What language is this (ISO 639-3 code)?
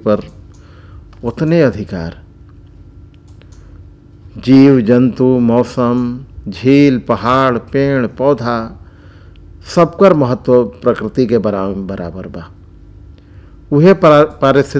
bho